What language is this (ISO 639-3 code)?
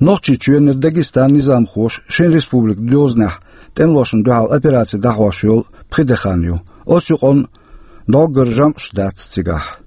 che